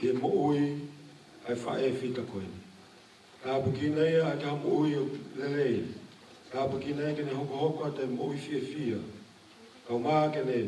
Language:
Tongan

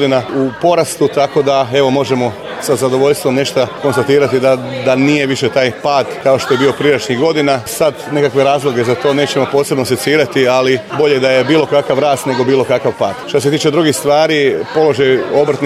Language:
Croatian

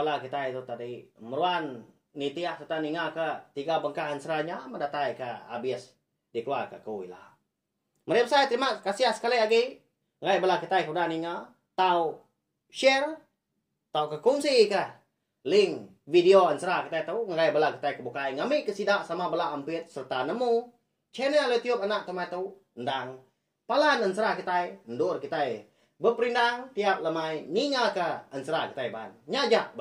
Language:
Iban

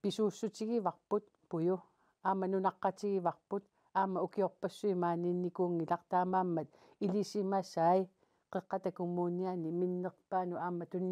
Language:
Kalaallisut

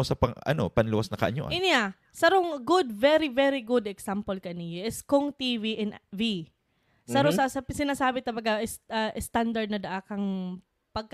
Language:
Bikol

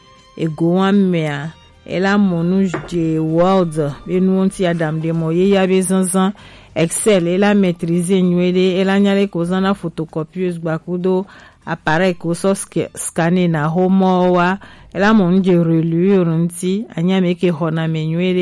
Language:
Gen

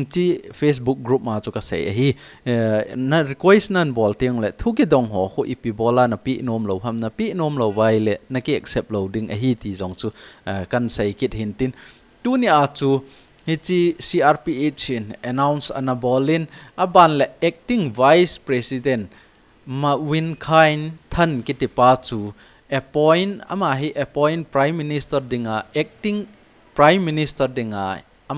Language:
Thado Chin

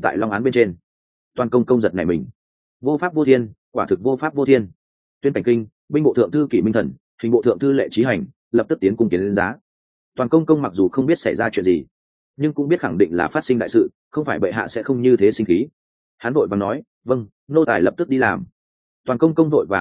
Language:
Vietnamese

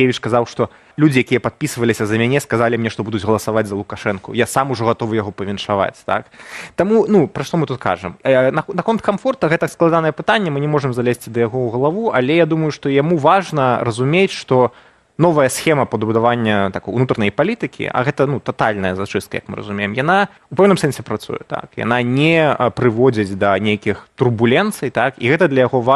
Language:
Belarusian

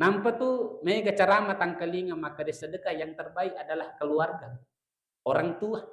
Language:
Buginese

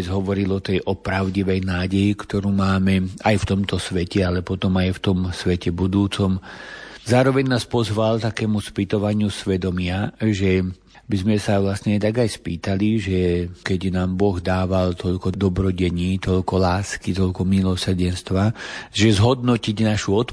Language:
Slovak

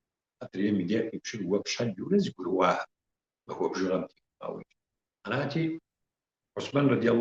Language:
Kabardian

